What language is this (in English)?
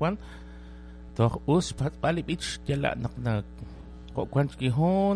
Kekchí